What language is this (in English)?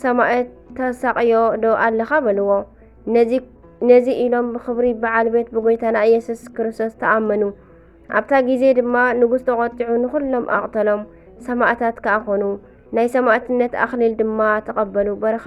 Tigrinya